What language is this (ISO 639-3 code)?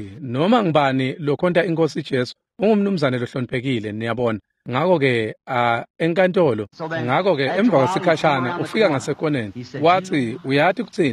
ssw